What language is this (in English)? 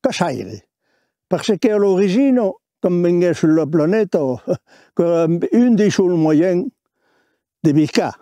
Occitan